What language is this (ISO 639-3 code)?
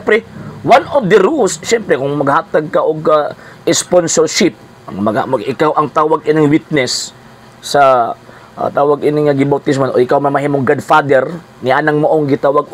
ceb